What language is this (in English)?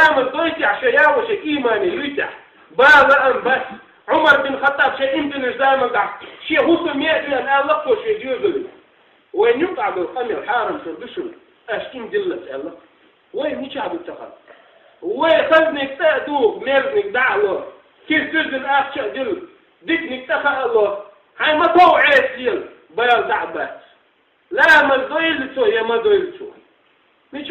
Chechen